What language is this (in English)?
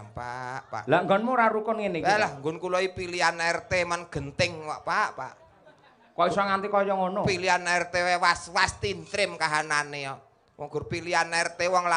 Javanese